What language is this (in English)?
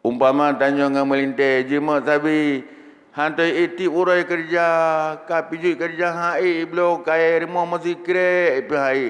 Achinese